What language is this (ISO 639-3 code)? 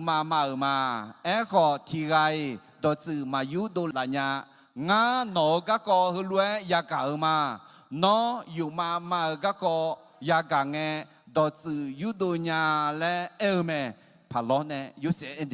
ahk